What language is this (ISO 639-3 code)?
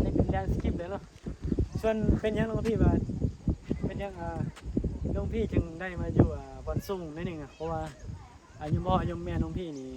tts